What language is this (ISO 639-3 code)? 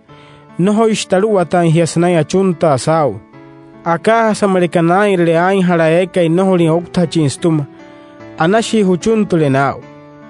guc